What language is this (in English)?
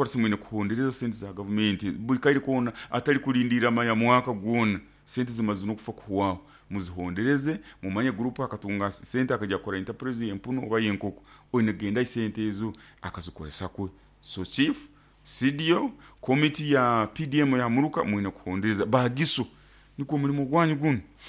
Nyoro